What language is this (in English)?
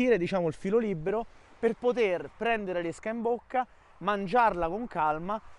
Italian